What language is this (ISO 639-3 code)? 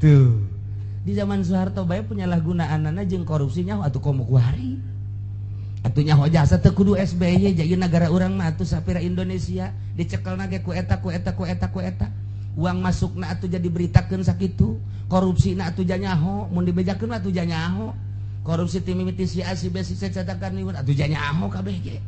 sun